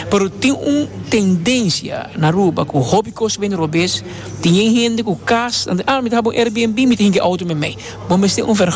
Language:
Papiamento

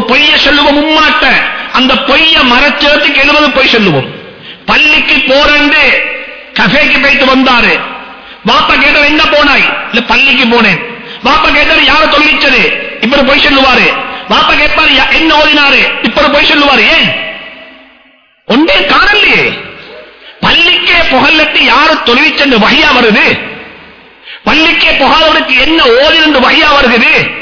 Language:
Tamil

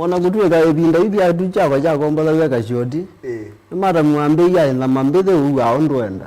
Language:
Kamba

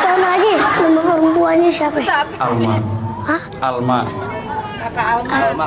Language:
Betawi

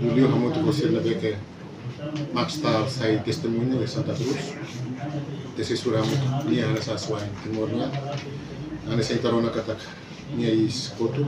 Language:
Tetum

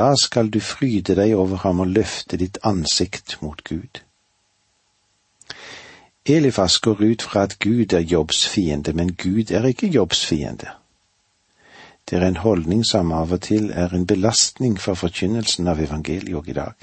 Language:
Norwegian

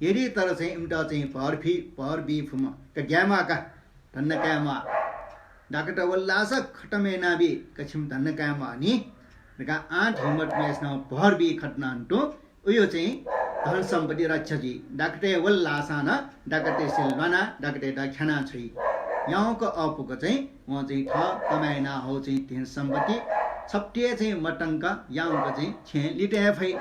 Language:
Newari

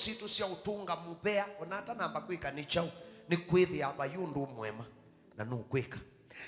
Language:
Kamba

